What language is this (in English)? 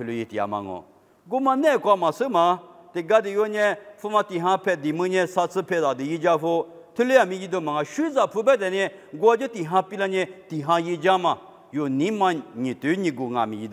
Lisu